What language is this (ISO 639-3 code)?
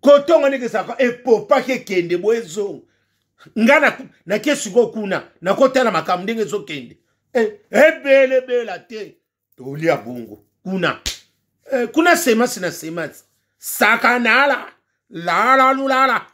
lin